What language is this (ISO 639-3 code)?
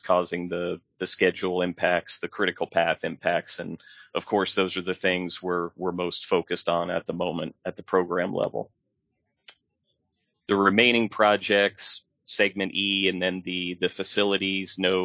eng